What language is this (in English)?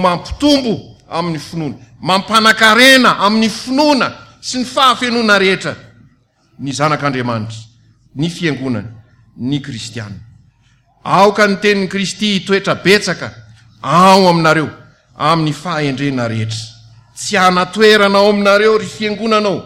Malagasy